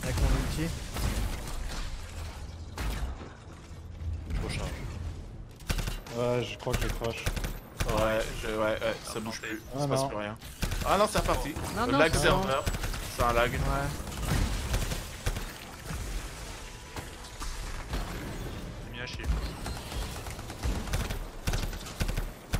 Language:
French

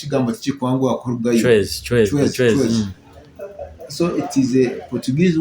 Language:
Nyoro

